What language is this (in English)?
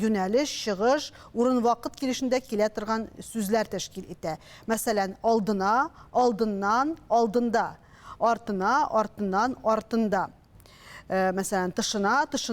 Tatar